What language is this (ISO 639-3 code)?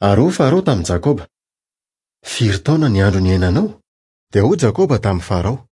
mlg